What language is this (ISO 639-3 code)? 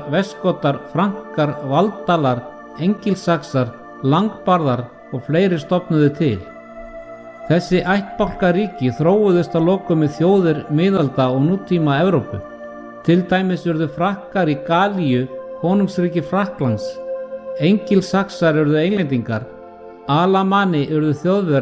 isl